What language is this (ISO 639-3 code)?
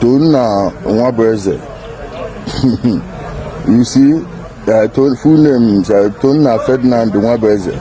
ibo